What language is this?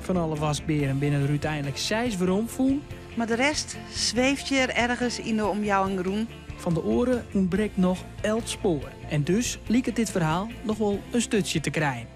Western Frisian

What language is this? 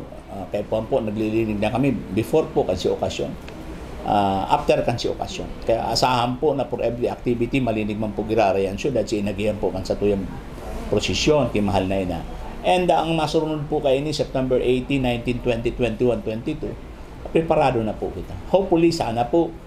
Bikol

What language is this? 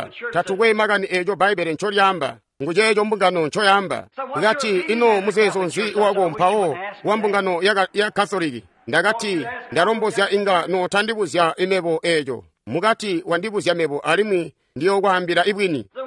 Tonga (Zambia)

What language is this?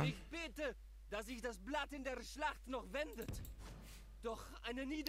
Swiss German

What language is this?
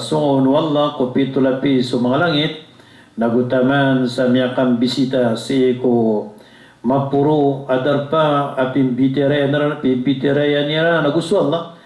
Maranao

